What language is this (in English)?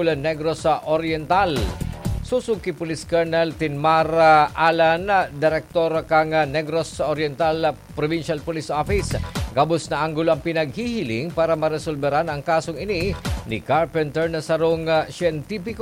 Bikol